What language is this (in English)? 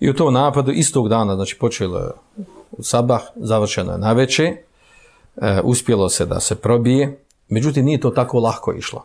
Bosnian